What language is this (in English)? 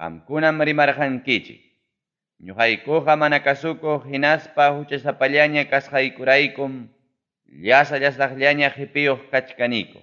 Ayacucho Quechua